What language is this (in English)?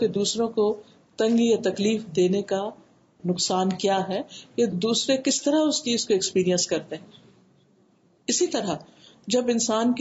Urdu